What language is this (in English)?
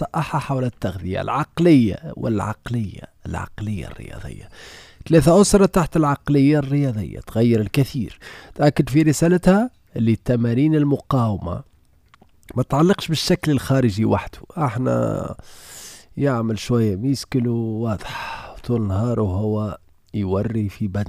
Tunisian Arabic